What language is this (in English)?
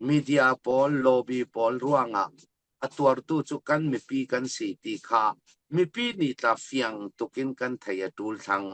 Falam Chin